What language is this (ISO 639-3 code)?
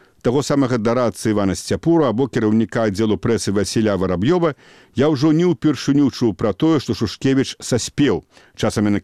bel